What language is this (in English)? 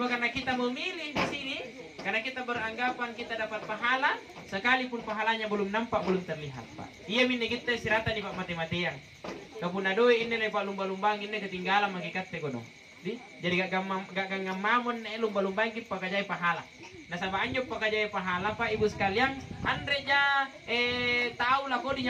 Makasar